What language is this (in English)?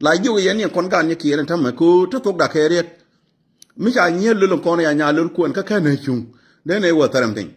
Nuer